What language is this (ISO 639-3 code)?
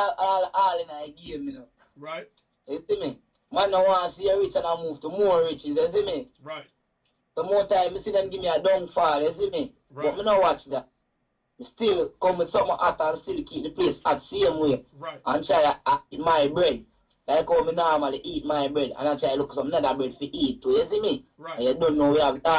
jam